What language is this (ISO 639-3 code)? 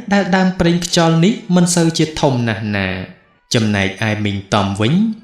khm